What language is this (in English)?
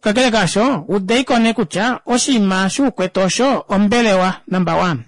Kuanyama